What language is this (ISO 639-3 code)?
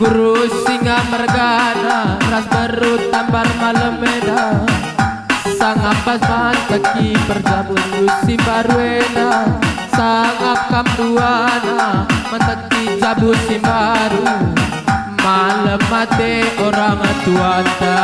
btx